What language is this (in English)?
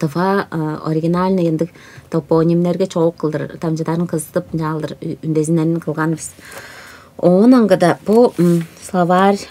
Tuvinian